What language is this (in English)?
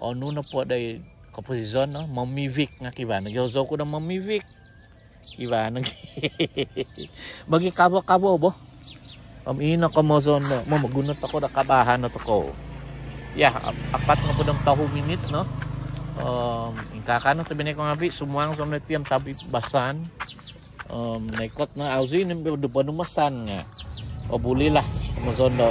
Central Dusun